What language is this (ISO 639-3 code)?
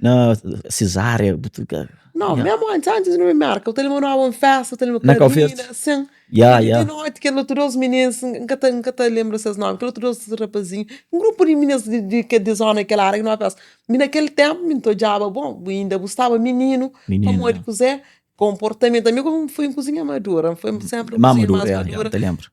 kea